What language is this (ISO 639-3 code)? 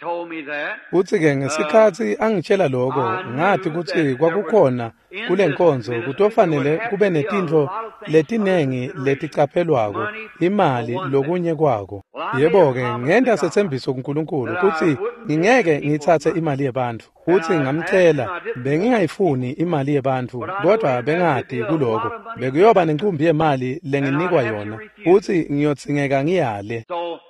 ssw